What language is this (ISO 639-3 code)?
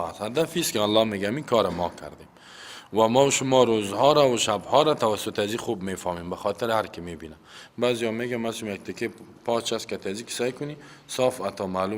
fas